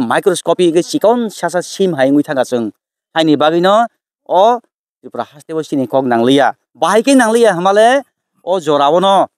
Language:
Kok Borok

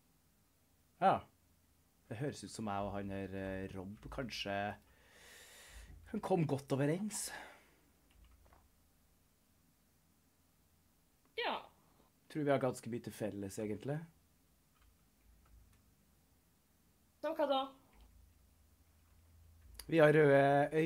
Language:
Norwegian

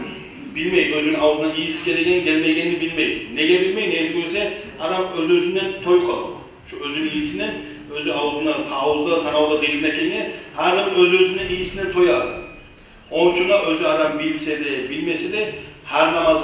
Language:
Kumyk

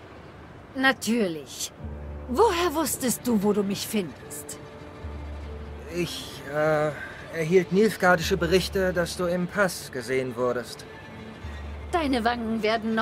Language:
German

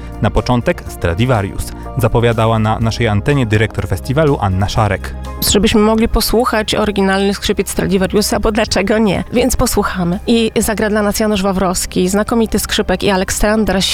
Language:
Polish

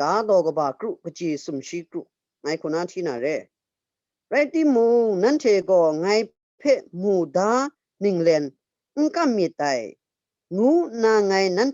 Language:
Kachin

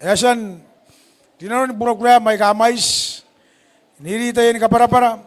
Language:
Gilbertese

